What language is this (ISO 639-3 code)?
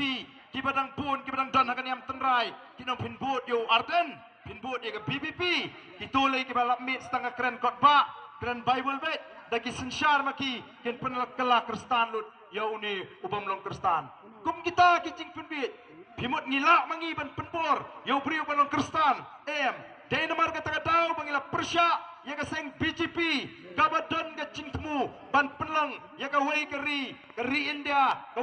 kha